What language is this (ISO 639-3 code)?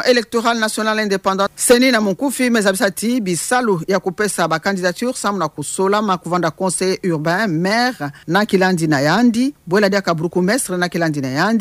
ktu